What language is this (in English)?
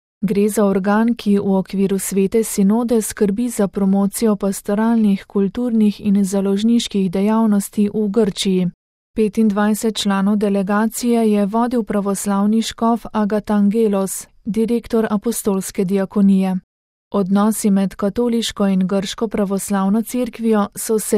Slovenian